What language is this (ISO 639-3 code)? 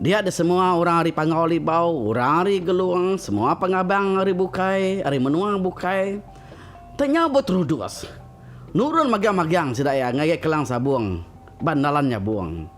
iba